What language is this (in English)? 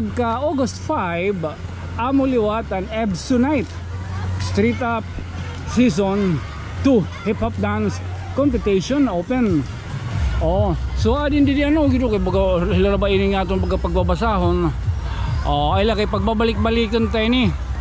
Waray